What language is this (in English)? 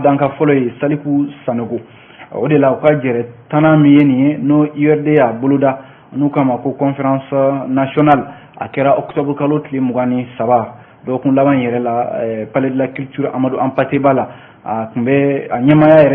Bambara